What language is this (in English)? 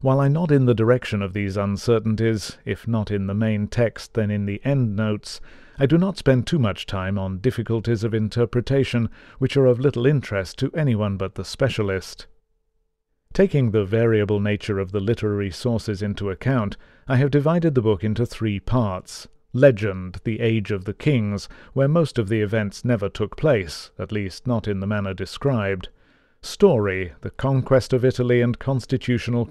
English